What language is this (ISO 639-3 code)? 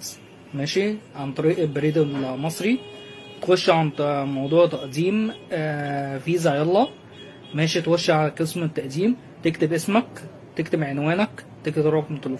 arz